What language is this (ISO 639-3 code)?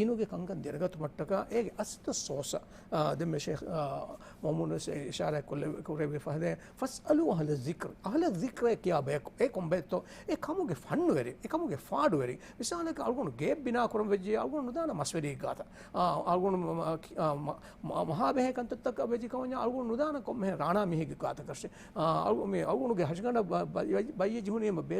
div